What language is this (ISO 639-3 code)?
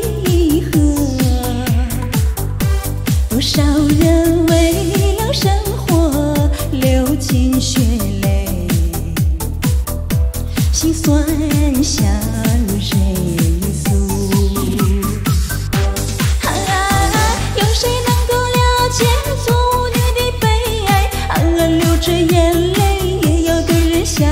zho